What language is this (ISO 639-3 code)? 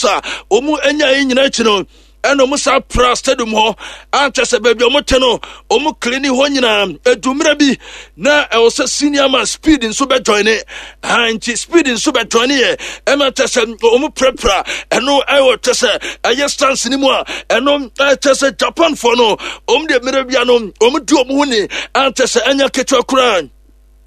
aka